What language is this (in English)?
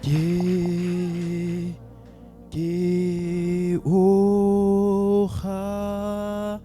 Southern Sotho